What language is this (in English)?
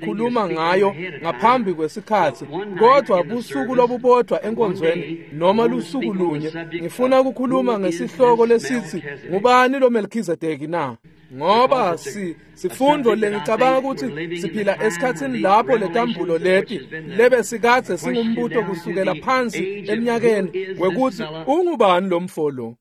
Swati